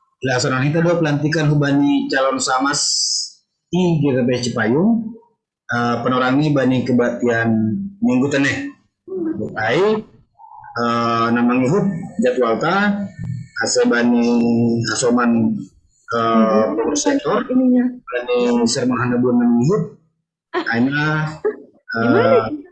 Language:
Batak Simalungun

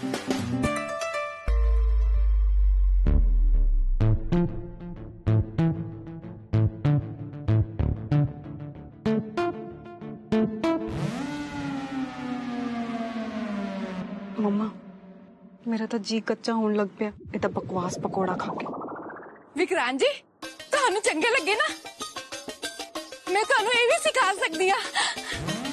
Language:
Punjabi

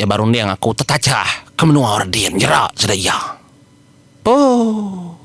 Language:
Iban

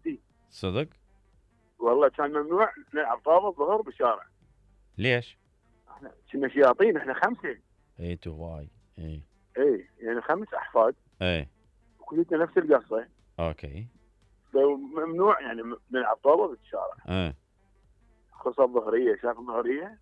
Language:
Mesopotamian Arabic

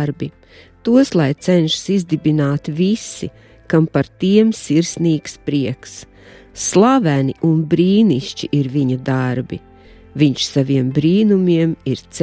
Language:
Latvian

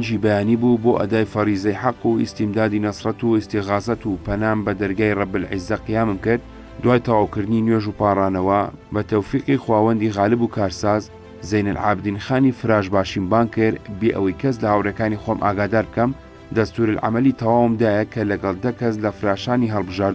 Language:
Central Kurdish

